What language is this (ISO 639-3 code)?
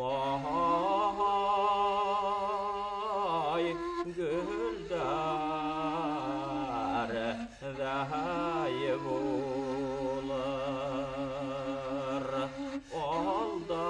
bak